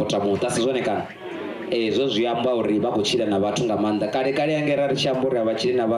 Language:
Venda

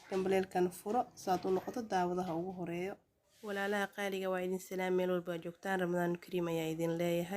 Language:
Somali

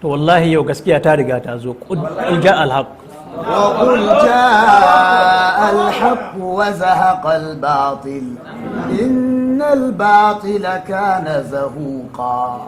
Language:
Hausa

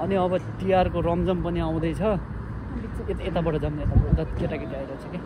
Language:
Nepali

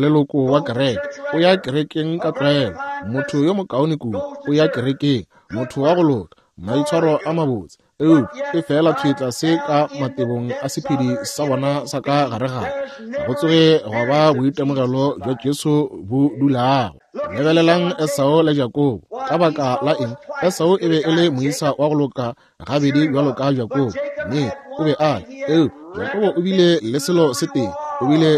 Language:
Northern Sotho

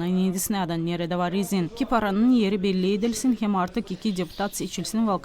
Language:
Gagauz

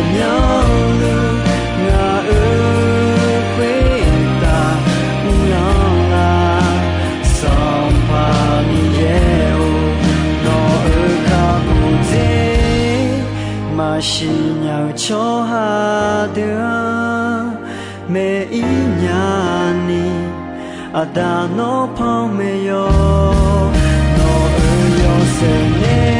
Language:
Akha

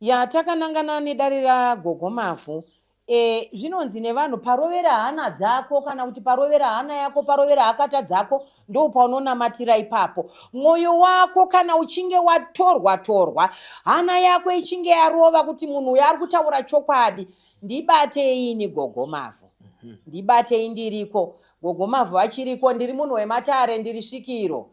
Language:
Shona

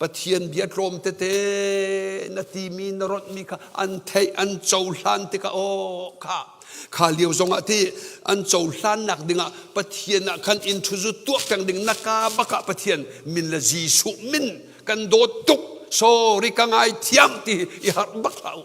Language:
Hakha Chin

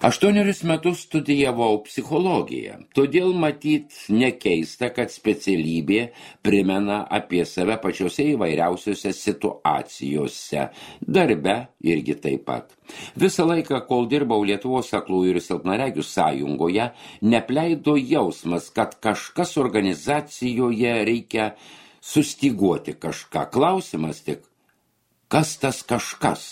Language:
Lithuanian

